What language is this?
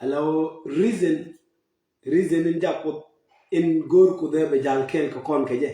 Nuer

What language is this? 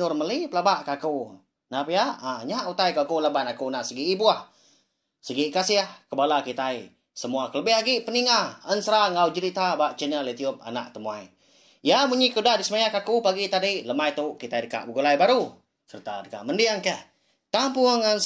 Iban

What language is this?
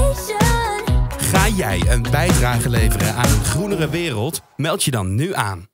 Dutch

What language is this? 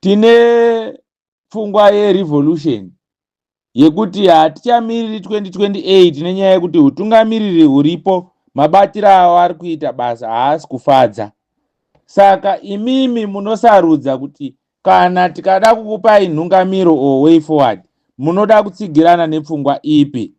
Shona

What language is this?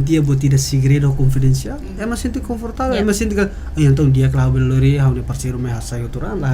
Tetum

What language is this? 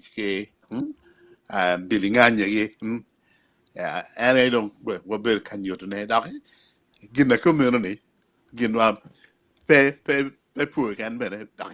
Acoli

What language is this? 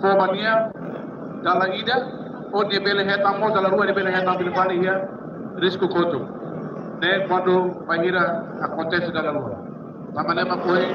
Tetum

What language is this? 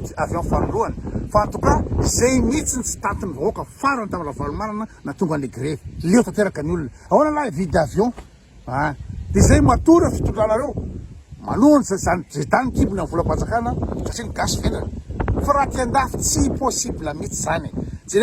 Malagasy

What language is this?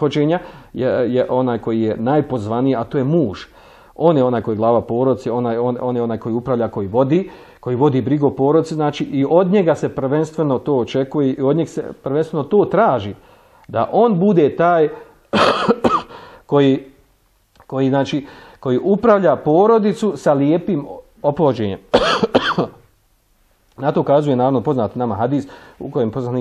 Bosnian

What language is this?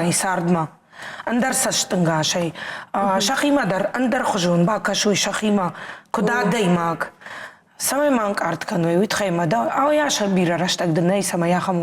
Ossetic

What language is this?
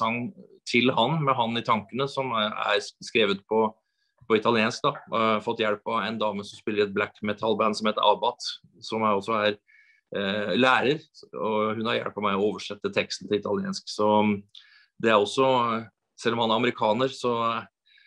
Norwegian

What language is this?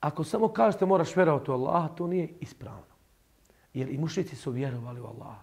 Bosnian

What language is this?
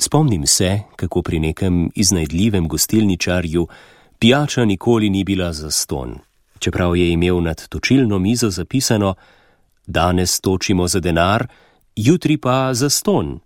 Slovenian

